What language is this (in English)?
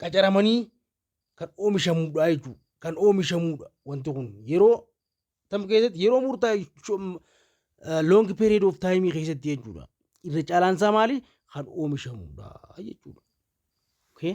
Oromo